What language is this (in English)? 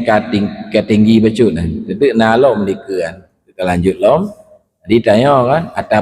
Achinese